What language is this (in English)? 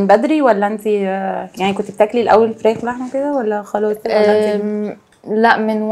Egyptian Arabic